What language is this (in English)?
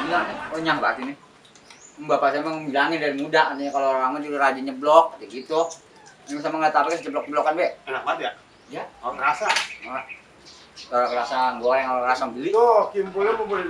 Betawi